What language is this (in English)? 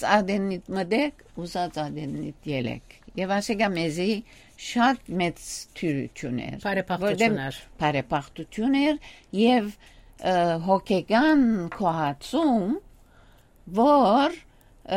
Western Armenian